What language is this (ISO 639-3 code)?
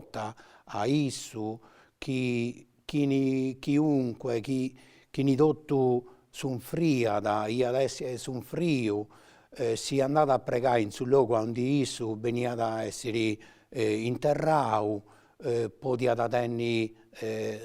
srd